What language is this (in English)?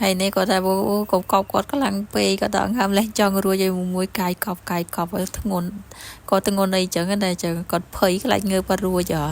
Khmer